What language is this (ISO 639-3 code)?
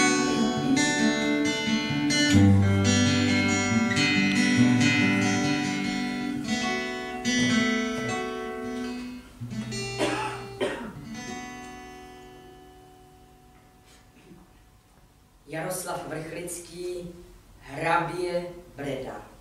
ces